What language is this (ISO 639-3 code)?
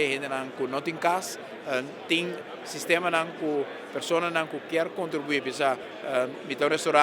pap